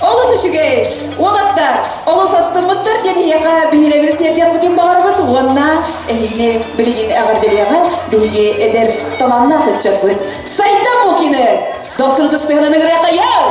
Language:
Yakut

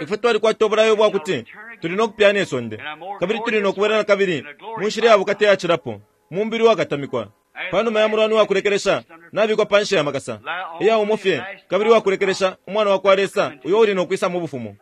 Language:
Bemba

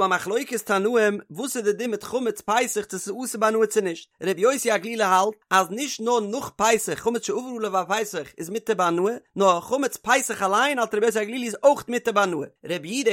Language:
Yiddish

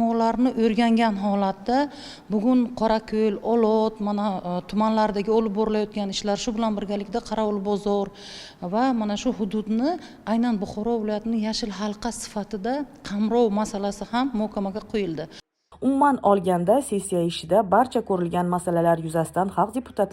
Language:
Uzbek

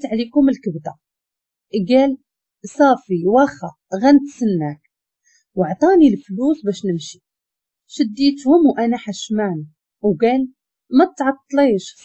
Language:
Moroccan Arabic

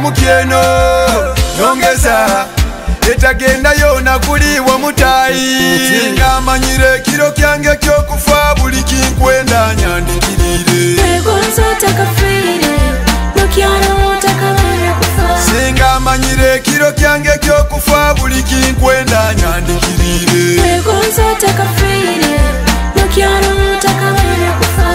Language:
Tooro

